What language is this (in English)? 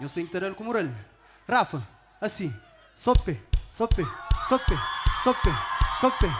Kabuverdianu